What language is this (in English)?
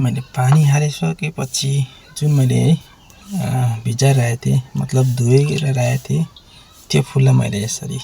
Nepali